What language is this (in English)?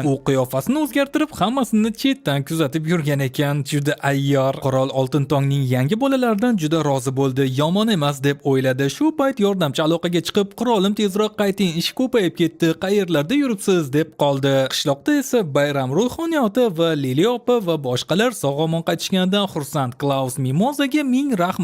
Uzbek